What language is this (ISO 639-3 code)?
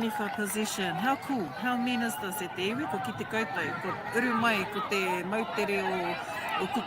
mri